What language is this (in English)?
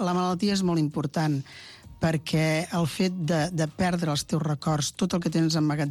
Catalan